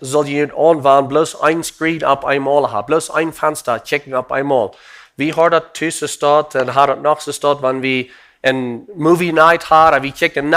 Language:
Plautdietsch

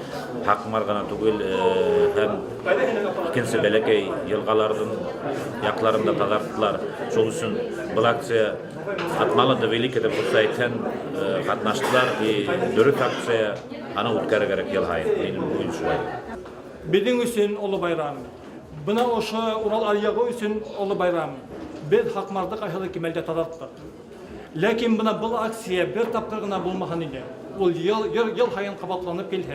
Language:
Bashkir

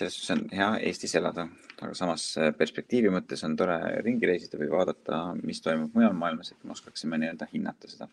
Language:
Estonian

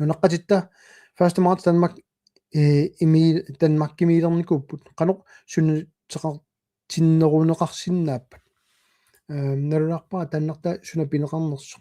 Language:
Kalaallisut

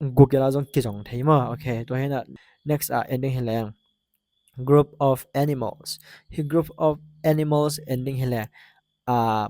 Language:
Tedim Chin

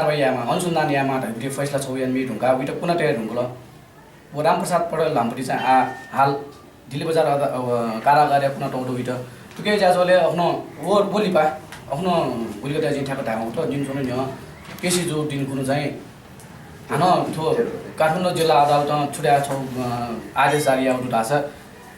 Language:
Newari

